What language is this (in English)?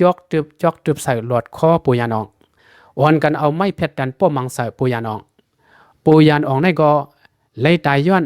Lao